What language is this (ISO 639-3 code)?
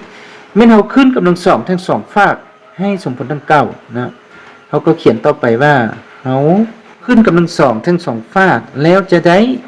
lao